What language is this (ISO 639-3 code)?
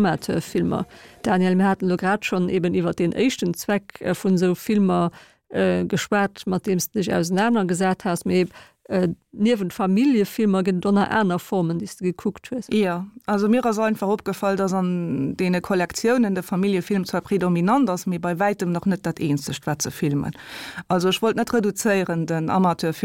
ltz